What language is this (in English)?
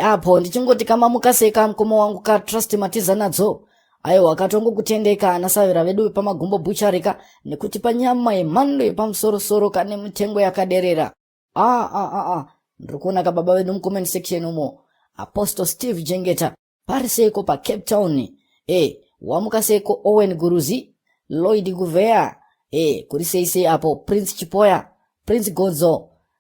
Shona